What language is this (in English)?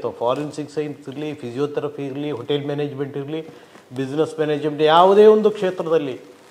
Kannada